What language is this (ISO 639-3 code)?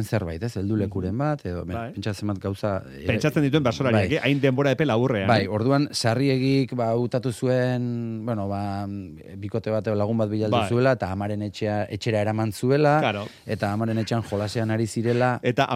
eus